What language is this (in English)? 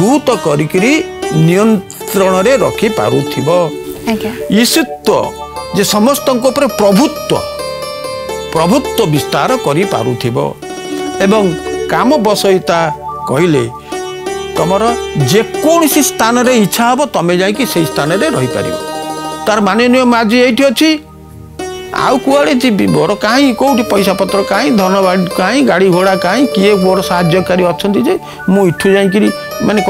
Odia